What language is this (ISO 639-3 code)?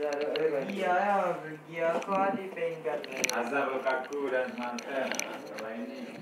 min